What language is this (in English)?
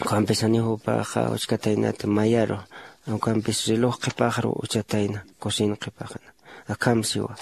Aymara